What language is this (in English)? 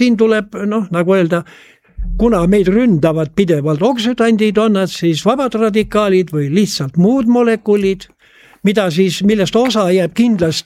Estonian